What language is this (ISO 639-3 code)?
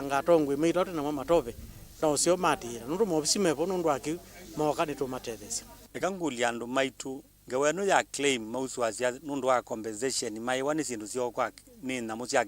kam